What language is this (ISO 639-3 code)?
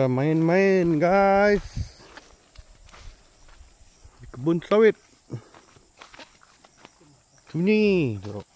msa